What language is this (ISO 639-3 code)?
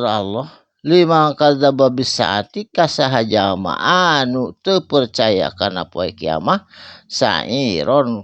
sun